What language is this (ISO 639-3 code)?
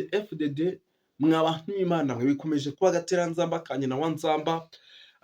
kin